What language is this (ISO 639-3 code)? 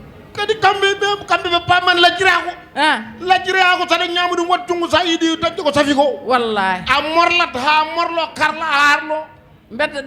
ful